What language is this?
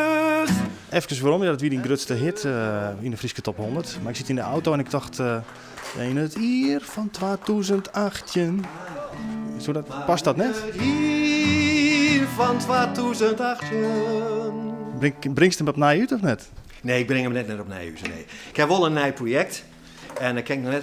Western Frisian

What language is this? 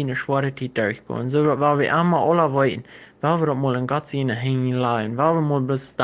Plautdietsch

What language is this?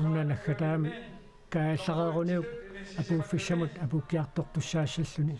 Kalaallisut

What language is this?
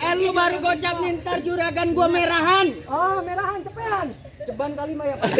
Betawi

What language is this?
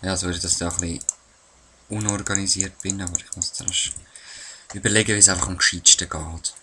Swiss German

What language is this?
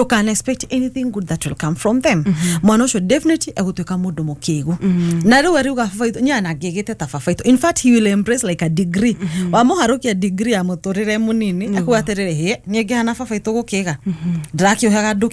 Kikuyu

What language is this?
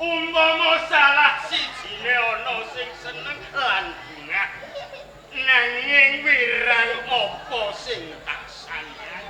Javanese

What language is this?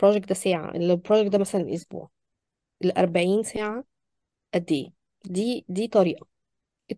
Egyptian Arabic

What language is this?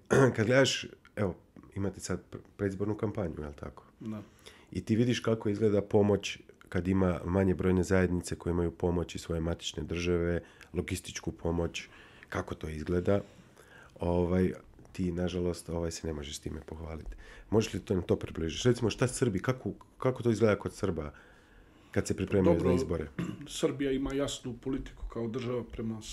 Bosnian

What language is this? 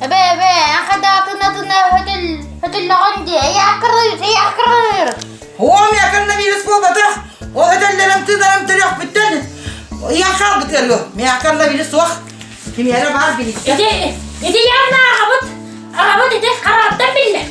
Yakut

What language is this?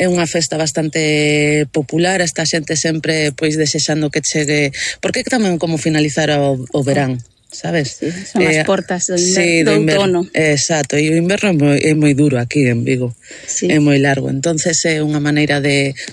Galician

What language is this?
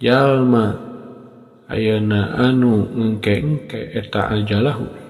Sundanese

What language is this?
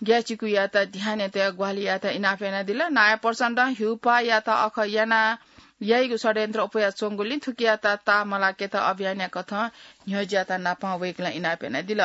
Newari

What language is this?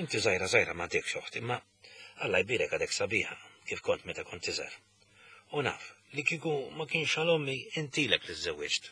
Maltese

